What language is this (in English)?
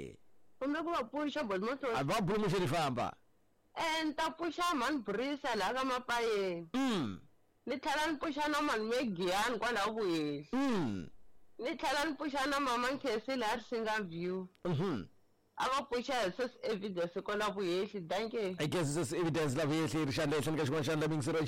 Tsonga